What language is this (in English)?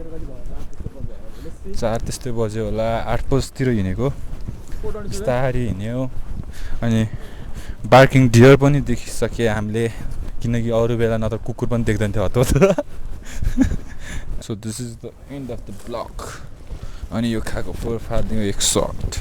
Nepali